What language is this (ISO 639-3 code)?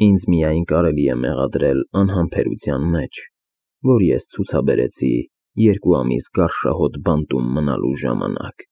hye